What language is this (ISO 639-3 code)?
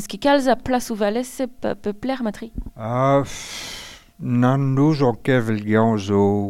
bre